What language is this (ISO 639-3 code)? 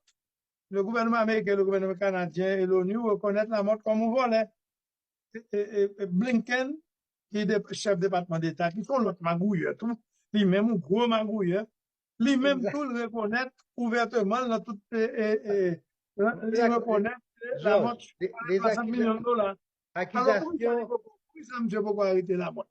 hat